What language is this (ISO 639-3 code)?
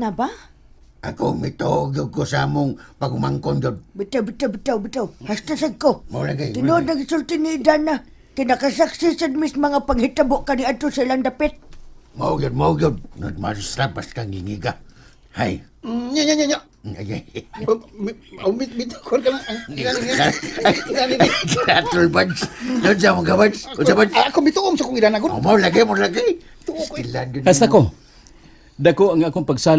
ceb